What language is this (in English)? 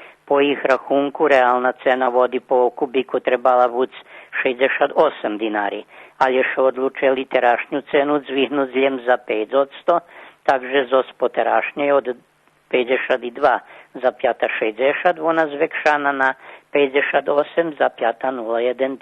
Rusyn